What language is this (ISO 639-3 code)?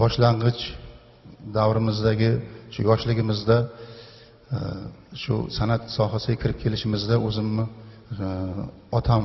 uzb